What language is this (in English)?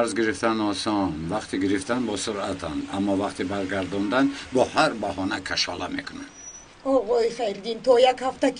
Tajik